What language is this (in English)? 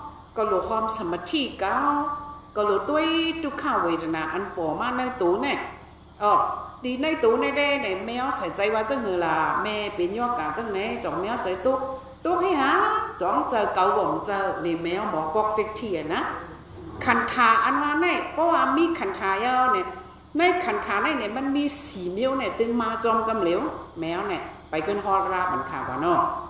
Shan